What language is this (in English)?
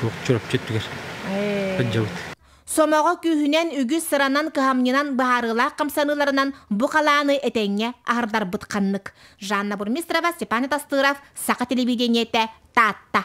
Yakut